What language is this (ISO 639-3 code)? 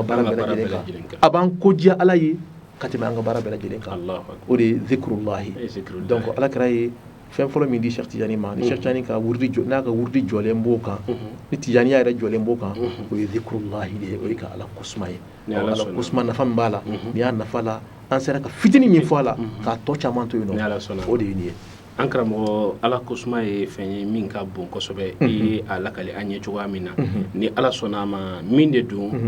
bam